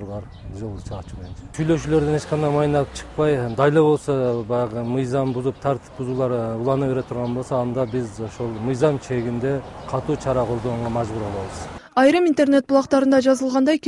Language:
Kyrgyz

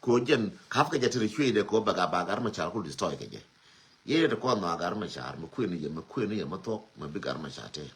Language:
Nuer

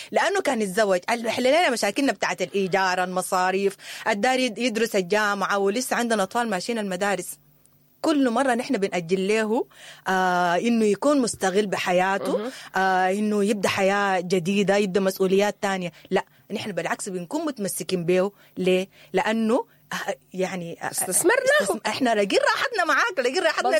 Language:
Sudanese Arabic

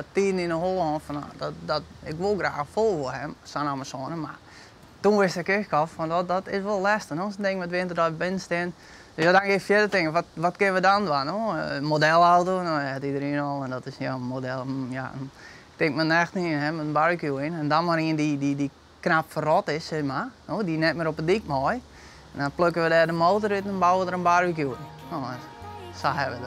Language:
Western Frisian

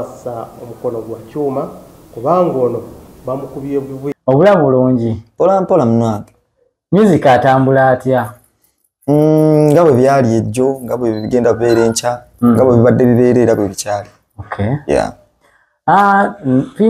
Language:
Ganda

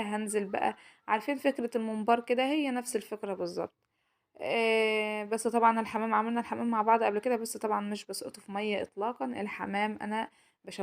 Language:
Egyptian Arabic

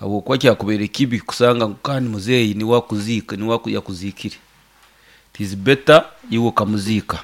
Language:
Nyoro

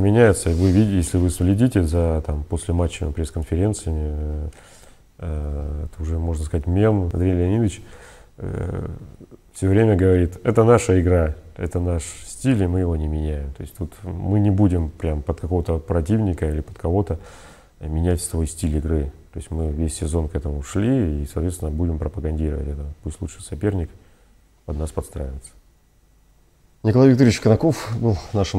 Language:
Russian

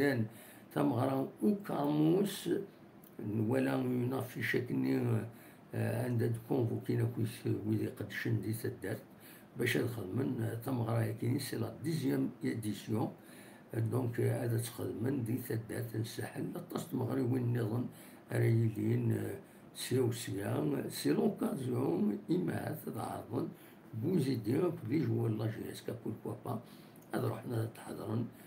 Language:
Kabyle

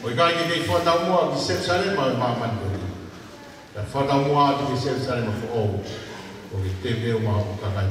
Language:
Tongan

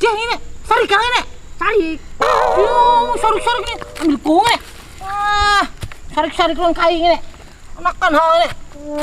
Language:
Banjar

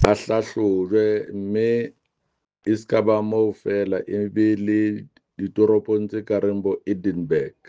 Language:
Southern Sotho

